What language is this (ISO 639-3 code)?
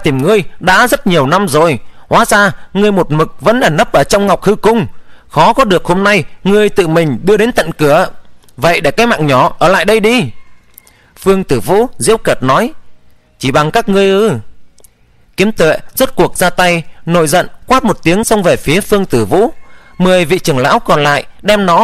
vie